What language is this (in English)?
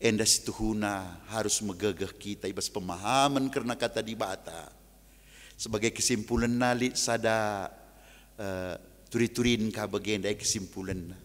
Batak Karo